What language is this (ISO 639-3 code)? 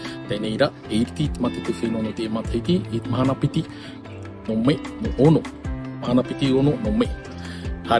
tah